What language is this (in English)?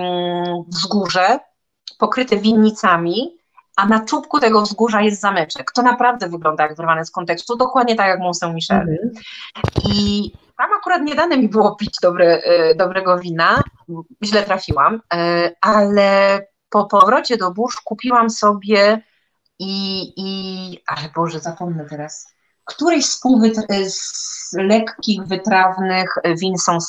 Polish